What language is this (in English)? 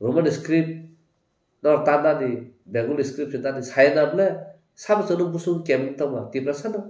Kok Borok